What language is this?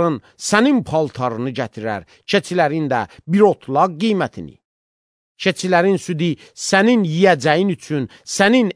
Azerbaijani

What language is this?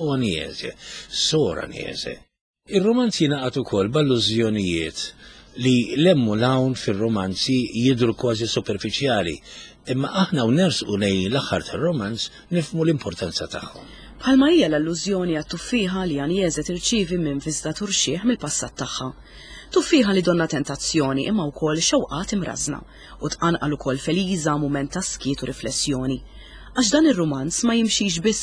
Maltese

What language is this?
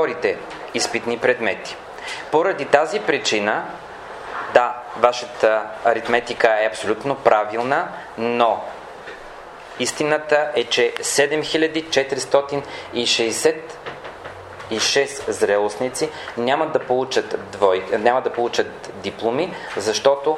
Bulgarian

